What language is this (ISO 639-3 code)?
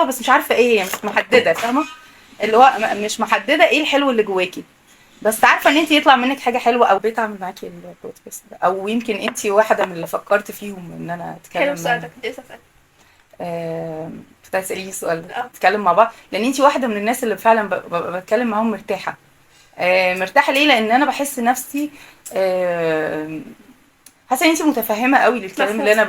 arz